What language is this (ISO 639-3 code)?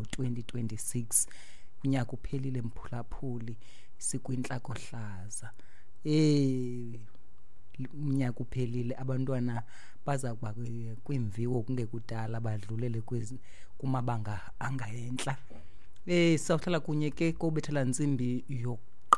xho